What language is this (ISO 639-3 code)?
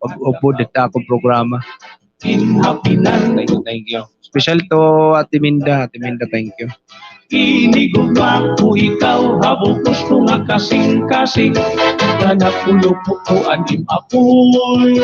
war